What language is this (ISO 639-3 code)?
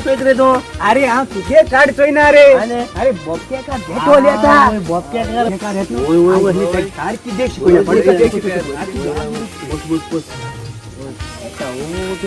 kok